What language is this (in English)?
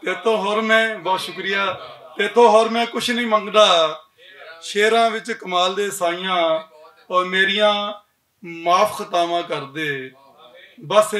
Western Panjabi